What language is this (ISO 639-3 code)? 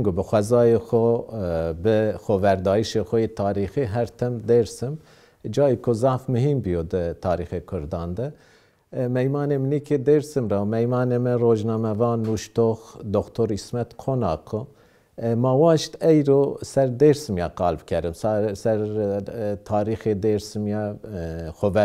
zza